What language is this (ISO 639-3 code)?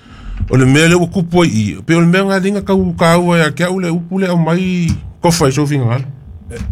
smo